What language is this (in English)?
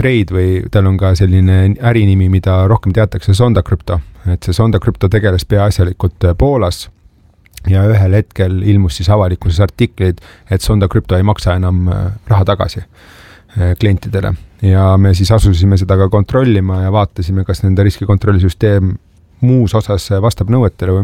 Estonian